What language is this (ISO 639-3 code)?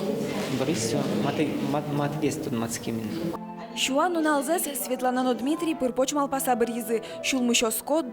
udm